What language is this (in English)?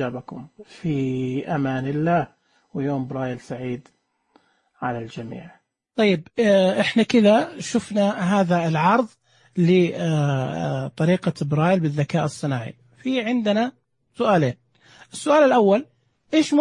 Najdi Arabic